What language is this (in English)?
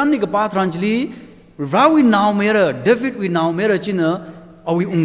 Tangkhul Naga (India)